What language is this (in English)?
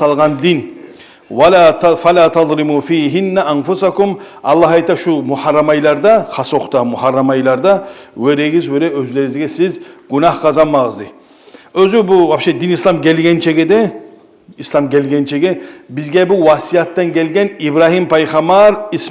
Kumyk